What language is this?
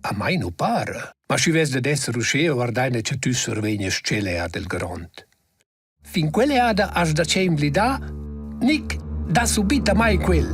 Romansh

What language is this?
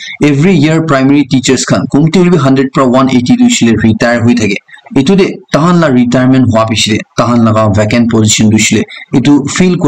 Naga Pidgin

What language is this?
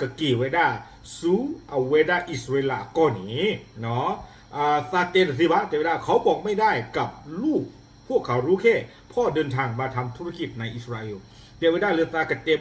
S'gaw Karen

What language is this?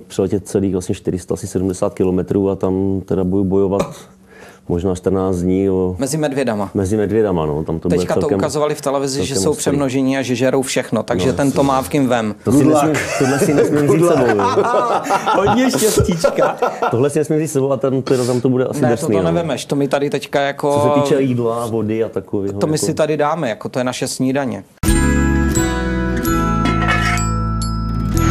Czech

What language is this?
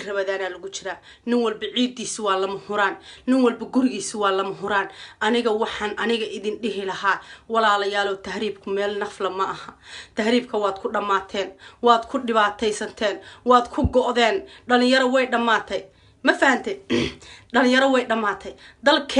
Somali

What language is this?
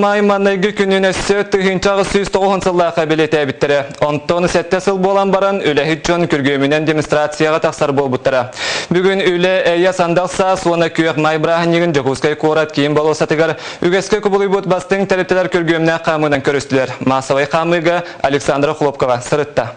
Yakut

